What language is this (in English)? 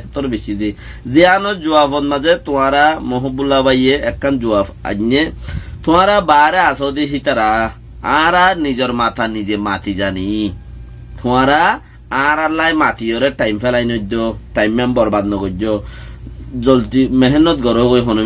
Rohingya